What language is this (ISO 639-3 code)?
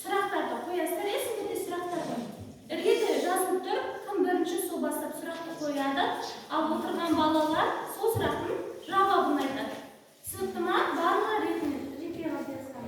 kaz